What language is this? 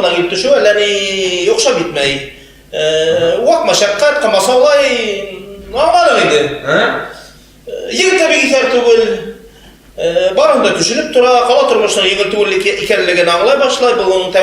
Bashkir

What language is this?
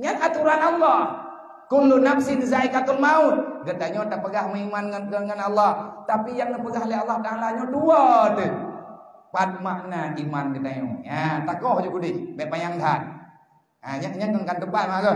Achinese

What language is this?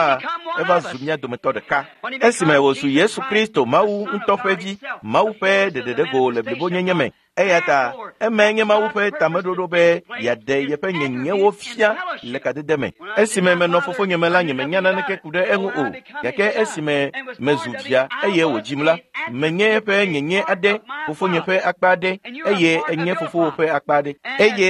Ewe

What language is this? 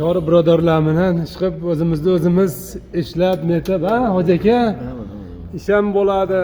Uzbek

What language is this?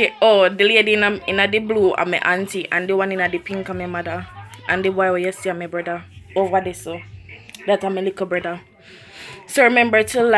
Jamaican Creole English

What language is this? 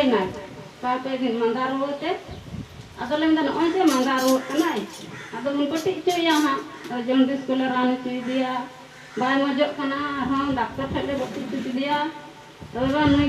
Santali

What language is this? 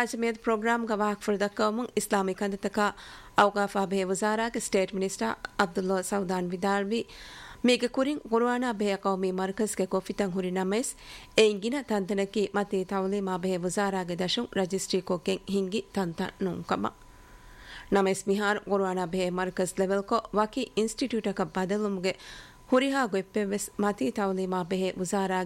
Divehi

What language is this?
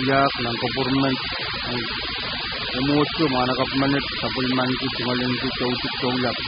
Pohnpeian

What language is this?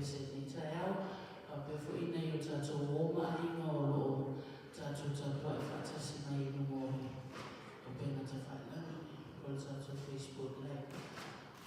Samoan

